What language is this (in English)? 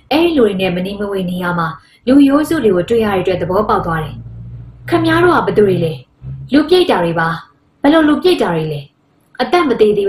Burmese